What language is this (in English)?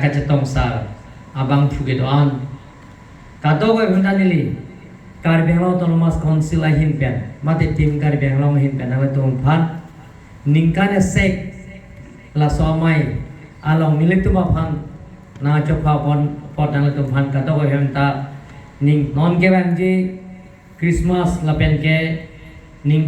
Karbi